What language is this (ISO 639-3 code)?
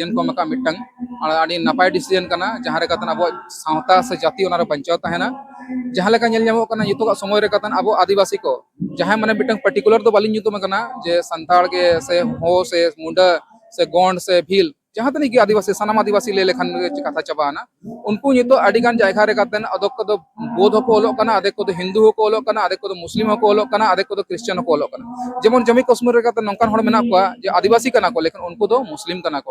sat